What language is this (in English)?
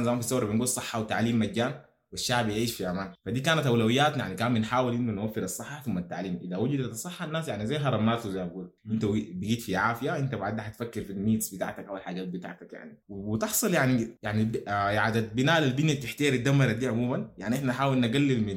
Sudanese Arabic